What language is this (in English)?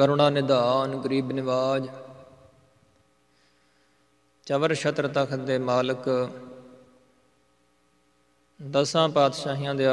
Punjabi